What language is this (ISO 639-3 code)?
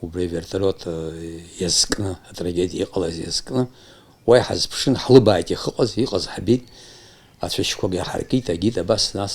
abk